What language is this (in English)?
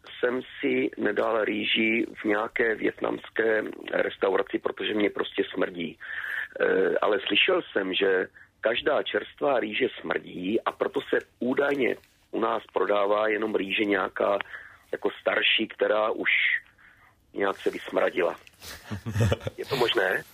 Czech